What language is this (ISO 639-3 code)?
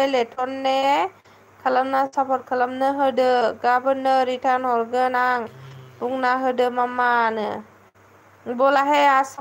brx